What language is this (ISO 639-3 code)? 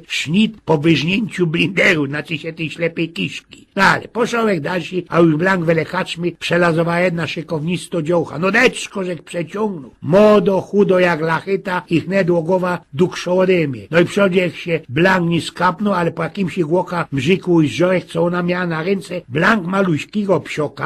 szl